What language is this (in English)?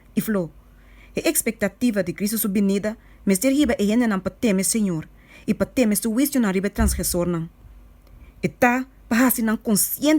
Papiamento